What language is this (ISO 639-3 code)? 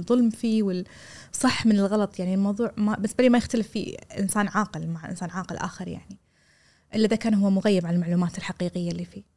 afb